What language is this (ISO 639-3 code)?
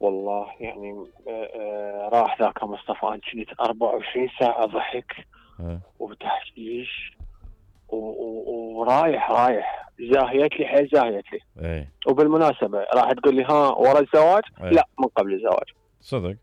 acm